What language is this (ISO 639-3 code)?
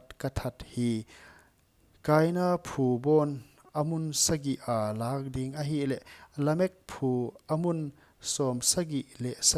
pck